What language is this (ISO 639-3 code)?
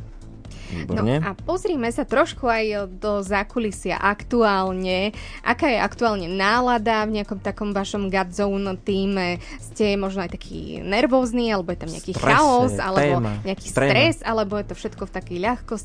slk